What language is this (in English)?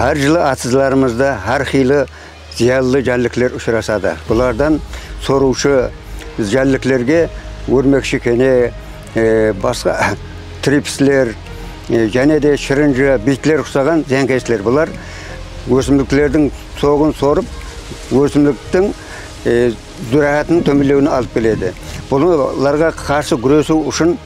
Kara-Kalpak